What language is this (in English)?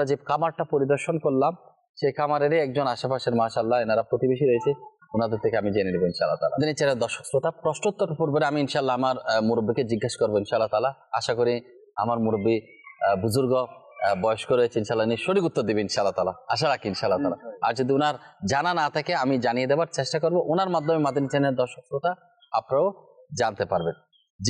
Bangla